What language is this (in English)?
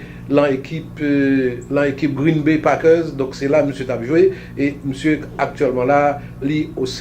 Haitian Creole